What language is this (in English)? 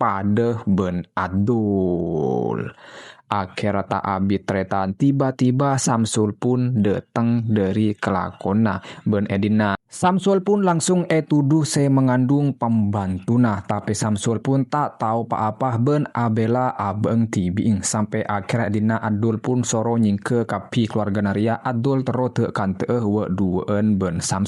Madurese